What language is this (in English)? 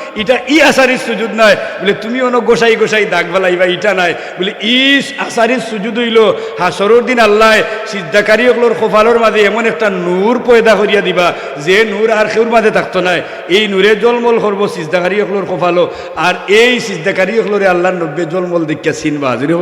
Sylheti